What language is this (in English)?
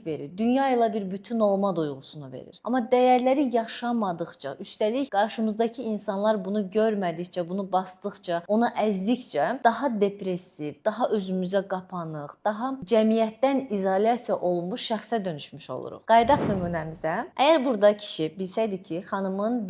Azerbaijani